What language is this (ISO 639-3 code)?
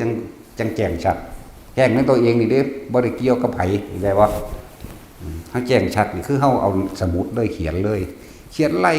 tts